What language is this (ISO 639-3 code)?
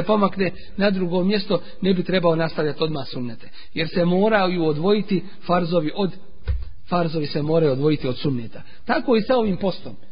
bos